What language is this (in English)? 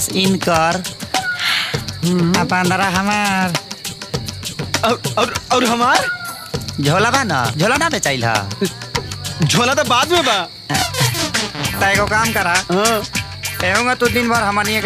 Bhojpuri